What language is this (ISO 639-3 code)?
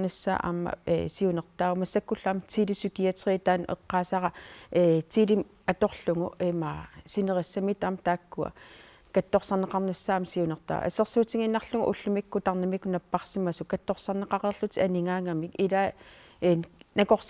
kal